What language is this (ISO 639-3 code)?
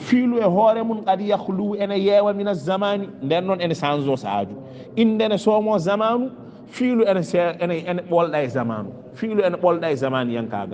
ful